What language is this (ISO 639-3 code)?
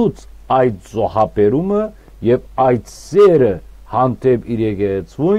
hyw